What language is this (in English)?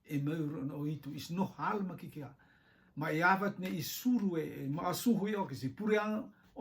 Rotuman